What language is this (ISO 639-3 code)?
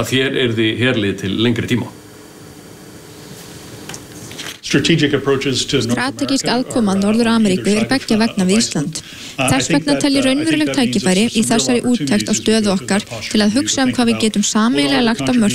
isl